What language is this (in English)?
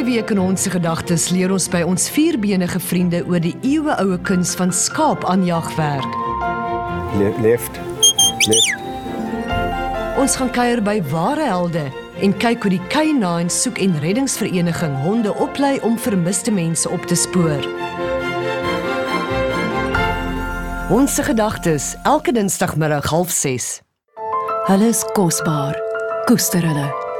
Afrikaans